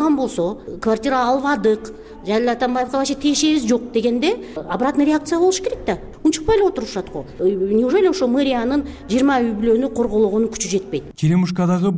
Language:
Kyrgyz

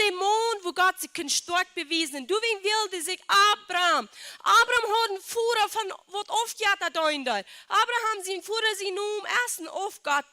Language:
Plautdietsch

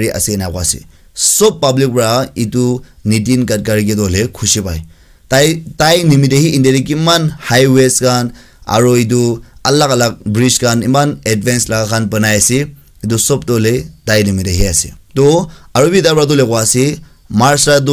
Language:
Naga Pidgin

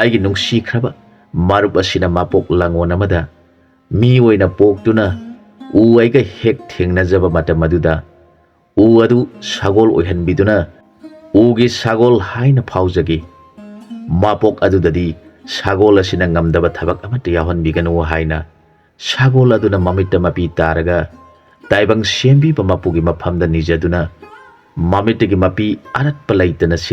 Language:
Manipuri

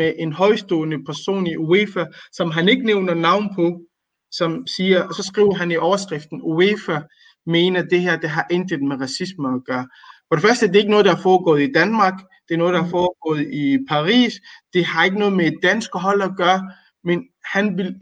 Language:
Danish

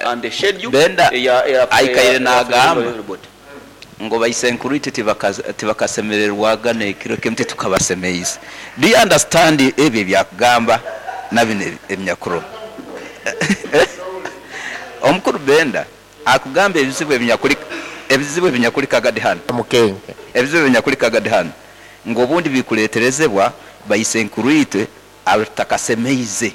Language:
Nyoro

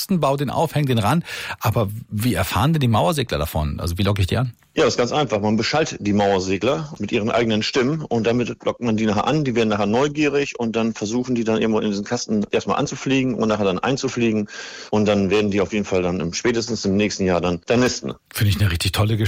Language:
German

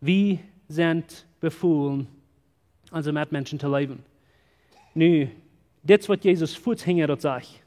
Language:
Plautdietsch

